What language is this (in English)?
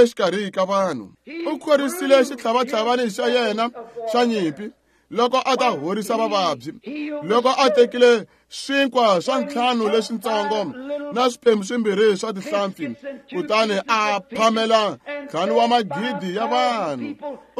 Tsonga